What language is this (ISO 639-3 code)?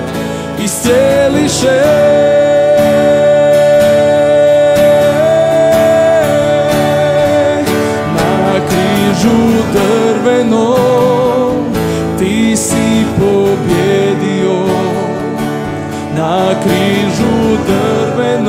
hrv